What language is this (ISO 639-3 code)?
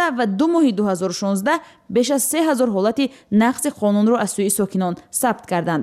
tgk